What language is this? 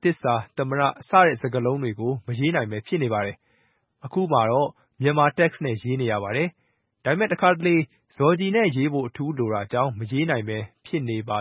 Burmese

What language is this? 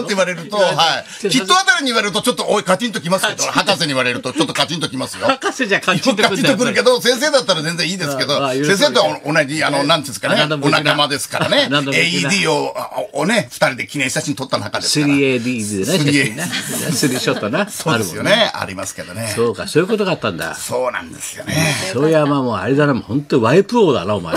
Japanese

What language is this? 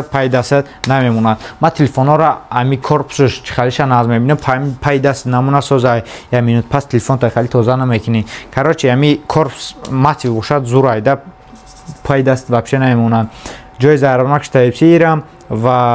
Tajik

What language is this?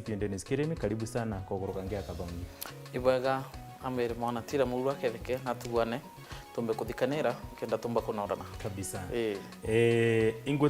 Meru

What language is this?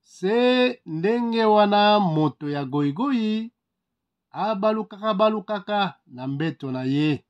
Lingala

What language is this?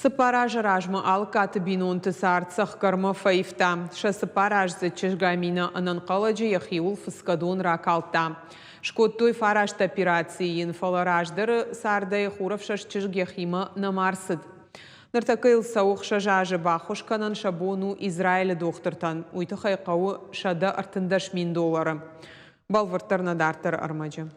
Ossetic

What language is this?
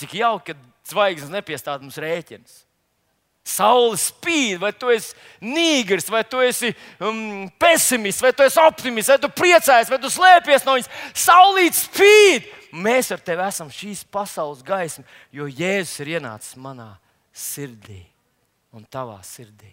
Latvian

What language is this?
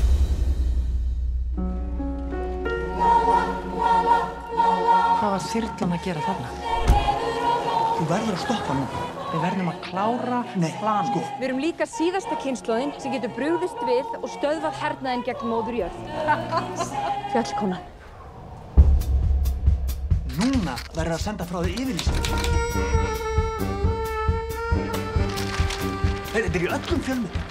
Icelandic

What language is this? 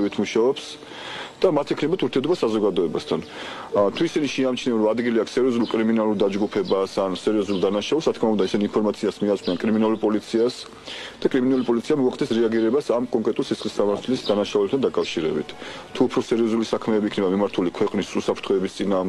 Georgian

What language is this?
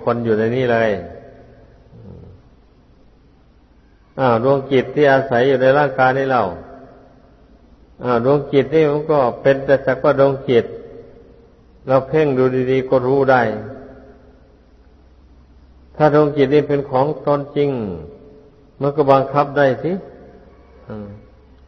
Thai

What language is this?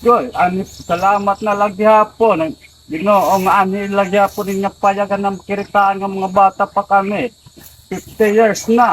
Waray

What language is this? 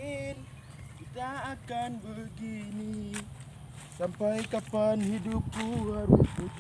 Minangkabau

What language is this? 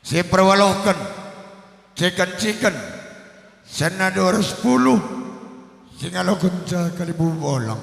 Batak Karo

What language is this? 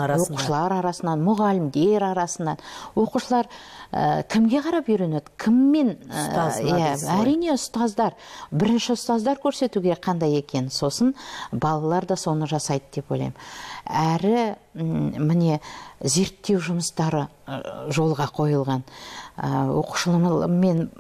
Kazakh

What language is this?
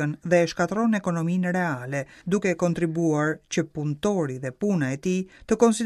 Albanian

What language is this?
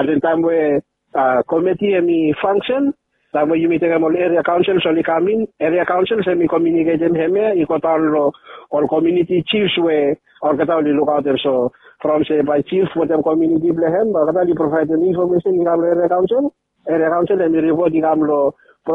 Bislama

